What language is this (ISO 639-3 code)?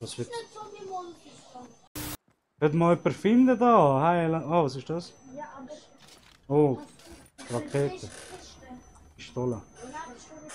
gsw